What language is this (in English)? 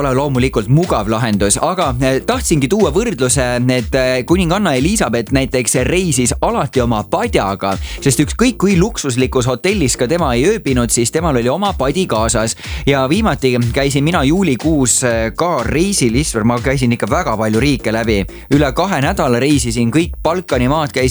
Estonian